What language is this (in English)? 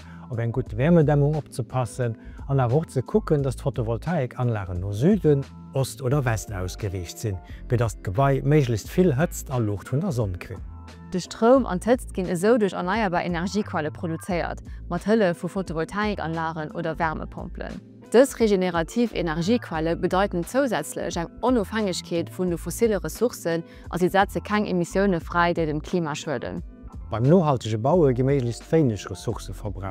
Luxembourgish